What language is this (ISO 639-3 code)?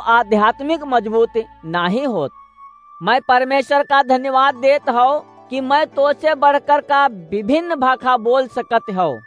awa